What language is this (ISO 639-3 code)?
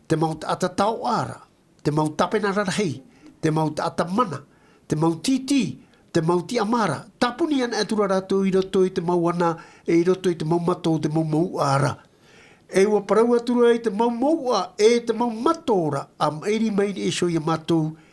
tah